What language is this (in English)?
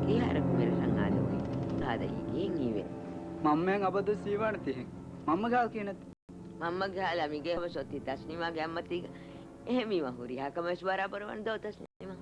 Divehi